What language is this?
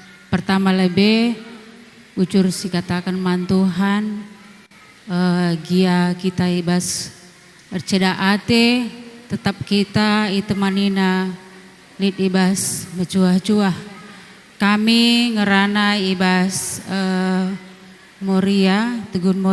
Batak Karo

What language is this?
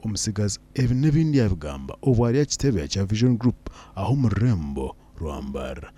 Nyankole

